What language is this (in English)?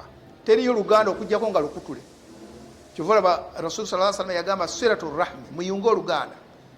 Ganda